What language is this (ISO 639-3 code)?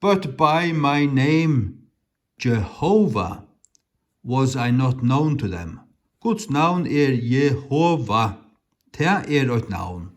fao